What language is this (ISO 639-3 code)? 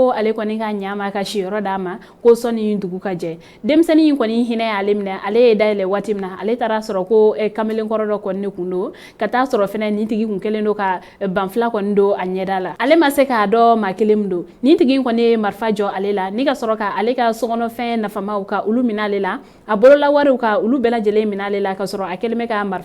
bam